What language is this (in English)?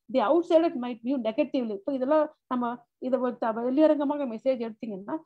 Tamil